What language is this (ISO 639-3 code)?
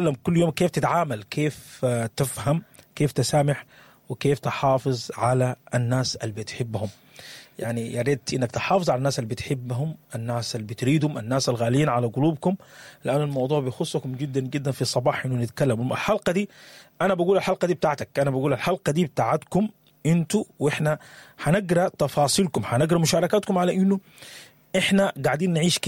apd